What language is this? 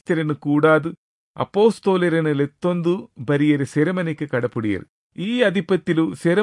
Tulu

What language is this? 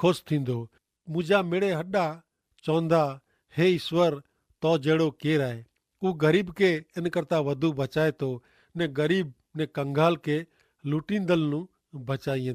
Kachhi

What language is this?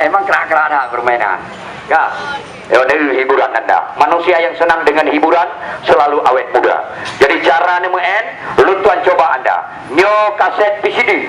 Achinese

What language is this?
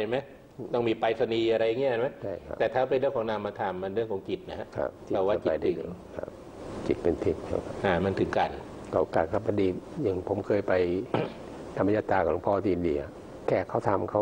Thai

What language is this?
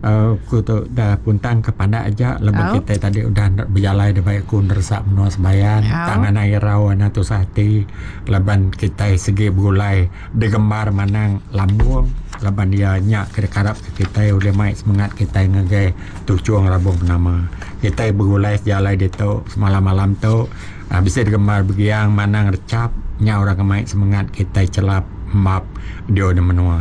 Iban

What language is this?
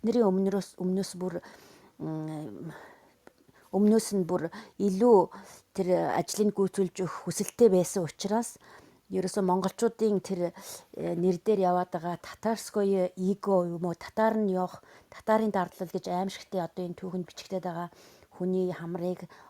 Mongolian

